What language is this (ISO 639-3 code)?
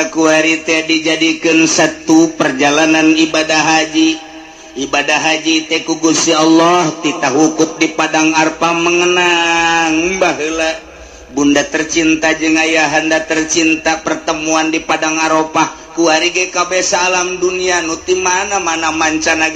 sun